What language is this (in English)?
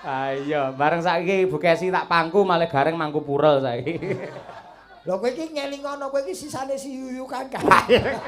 Javanese